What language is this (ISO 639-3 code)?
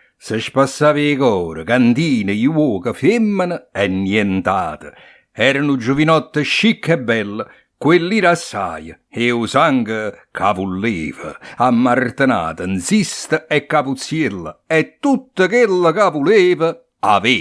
nap